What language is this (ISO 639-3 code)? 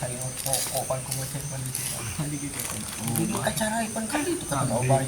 sun